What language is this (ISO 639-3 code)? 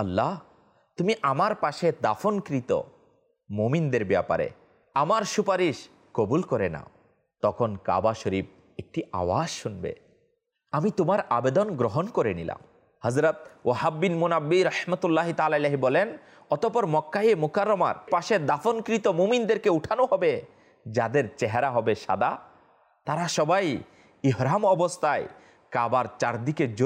ben